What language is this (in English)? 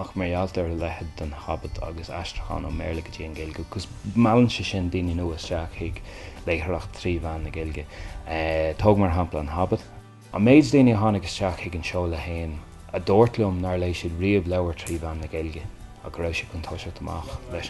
Irish